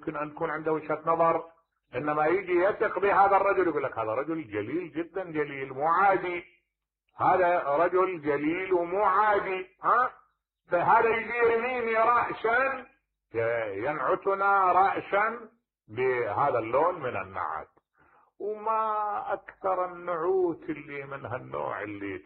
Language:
Mesopotamian Arabic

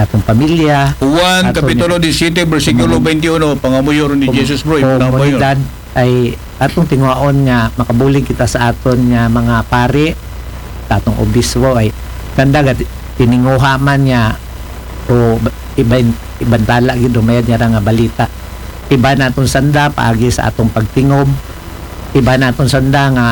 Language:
Aklanon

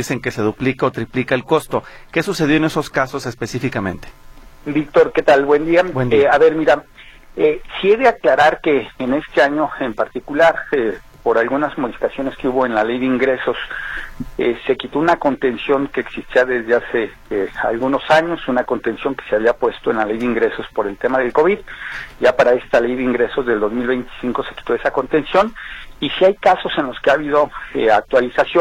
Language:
Spanish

